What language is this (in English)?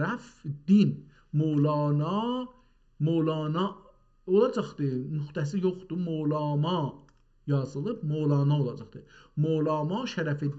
South Azerbaijani